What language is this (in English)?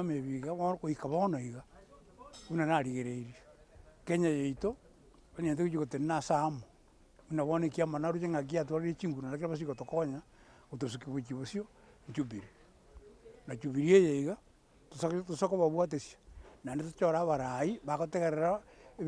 Gusii